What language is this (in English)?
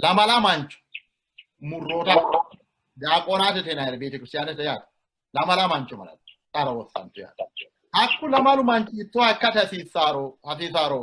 Sidamo